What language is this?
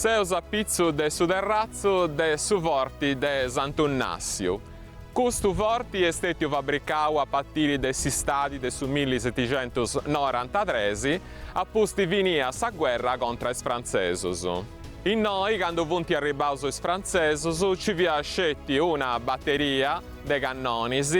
Sardinian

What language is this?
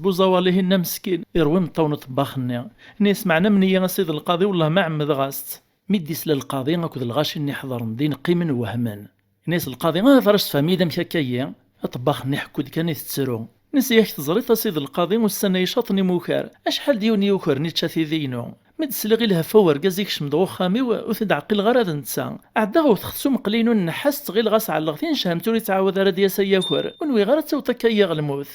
Kabyle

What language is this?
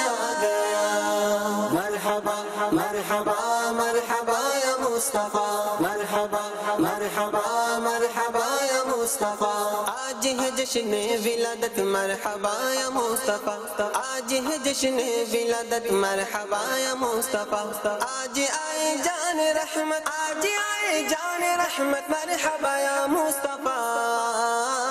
Urdu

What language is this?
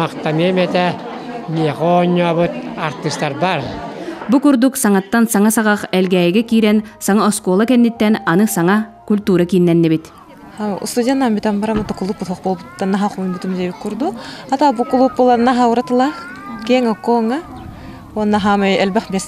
Yakut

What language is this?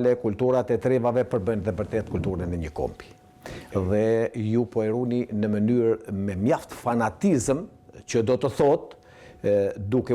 Albanian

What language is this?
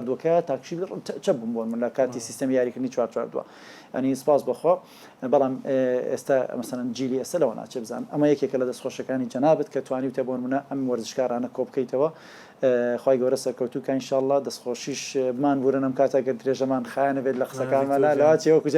Central Kurdish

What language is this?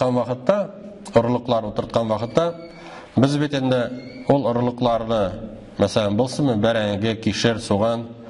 Tatar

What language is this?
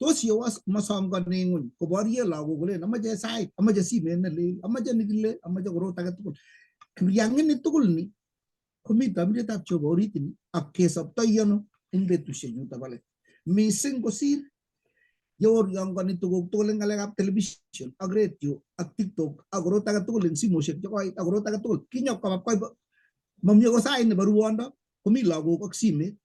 Kalenjin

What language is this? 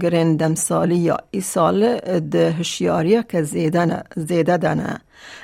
Kurdish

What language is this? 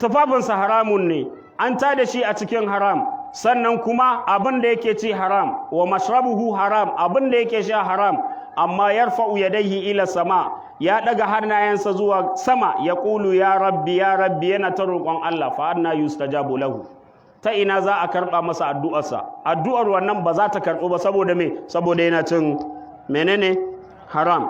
Hausa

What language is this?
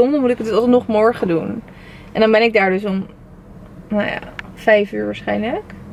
Dutch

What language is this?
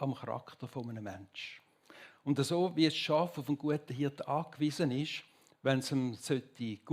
Swiss German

